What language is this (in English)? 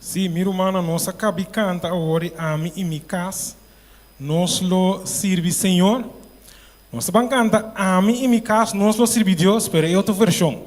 Papiamento